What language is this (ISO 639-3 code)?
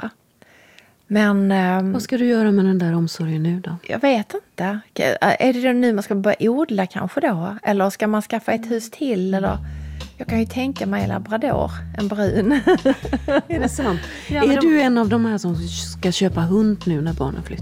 swe